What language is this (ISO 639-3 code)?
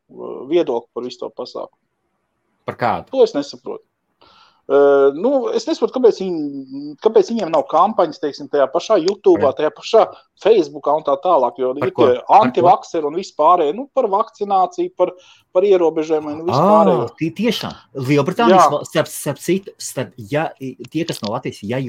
lav